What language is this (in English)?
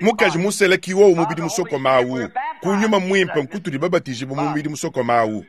Luba-Lulua